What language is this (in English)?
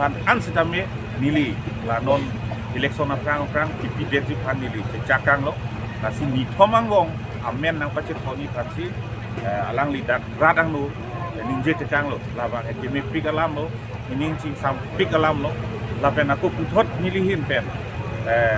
Karbi